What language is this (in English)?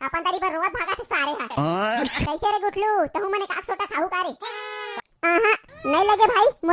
Chhattisgarhi